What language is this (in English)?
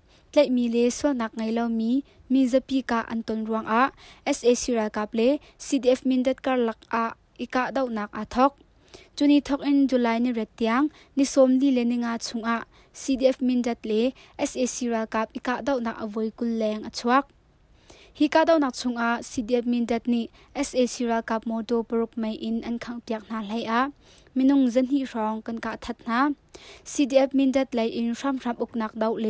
Hakha Chin